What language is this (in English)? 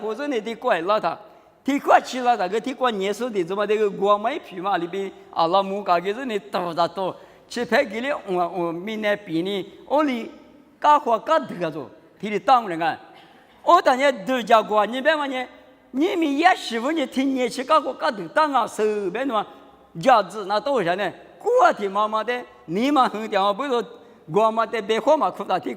Lisu